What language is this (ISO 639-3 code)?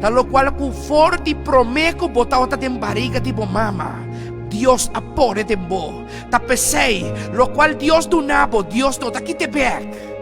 pap